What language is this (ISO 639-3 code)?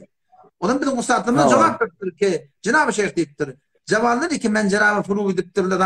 tuk